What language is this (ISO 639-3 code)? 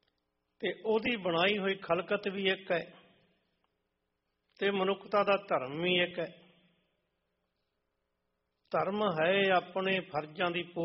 pan